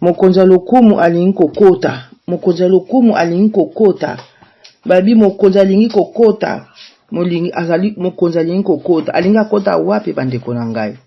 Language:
Lingala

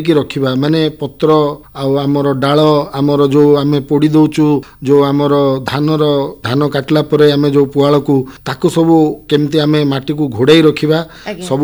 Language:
Odia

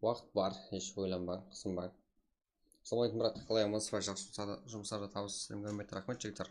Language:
Kara-Kalpak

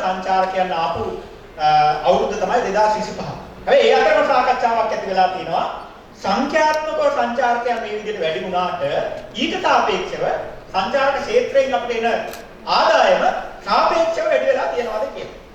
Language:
Sinhala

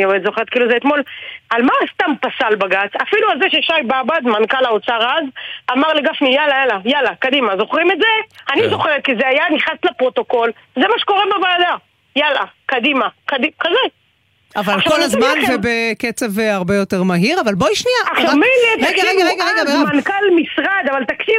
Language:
Hebrew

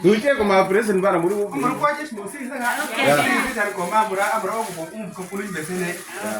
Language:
Uduk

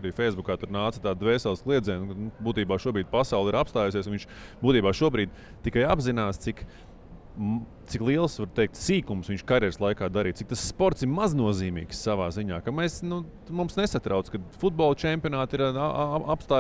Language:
Latvian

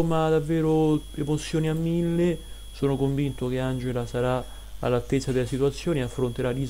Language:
Italian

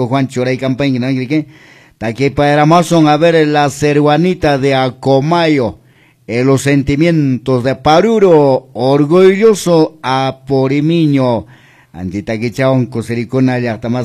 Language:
Quechua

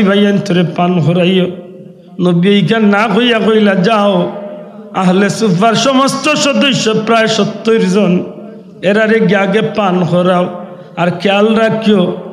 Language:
Sylheti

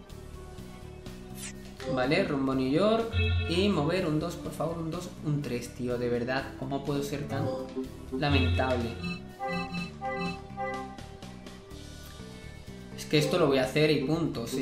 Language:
Spanish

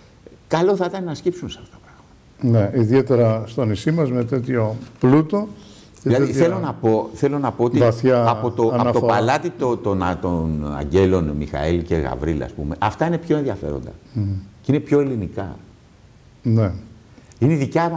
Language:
Greek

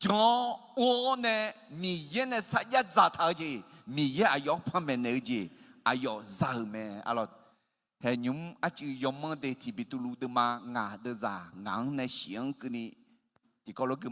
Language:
Akha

